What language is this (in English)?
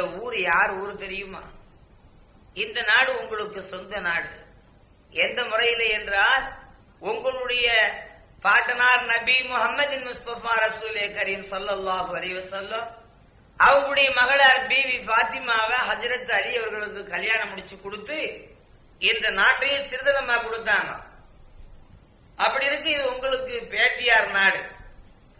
Tamil